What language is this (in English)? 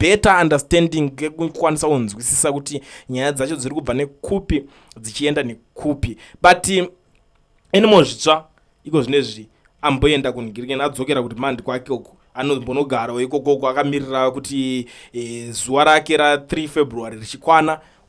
Shona